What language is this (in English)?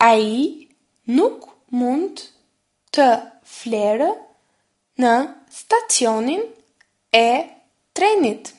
Albanian